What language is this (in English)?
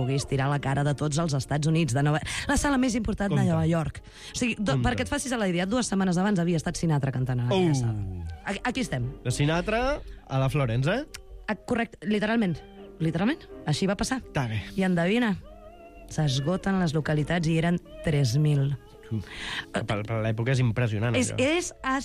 Catalan